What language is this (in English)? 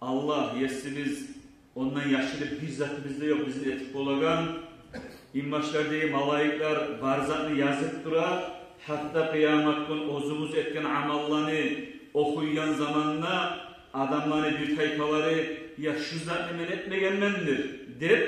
Kumyk